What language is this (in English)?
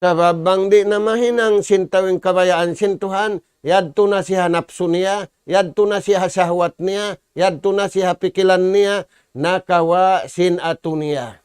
Tausug